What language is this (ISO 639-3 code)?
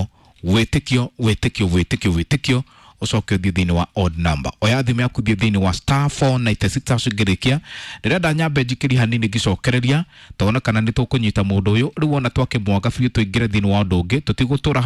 kik